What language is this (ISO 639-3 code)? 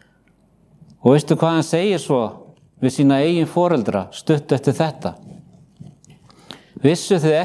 isl